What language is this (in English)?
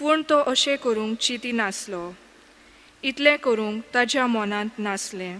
Konkani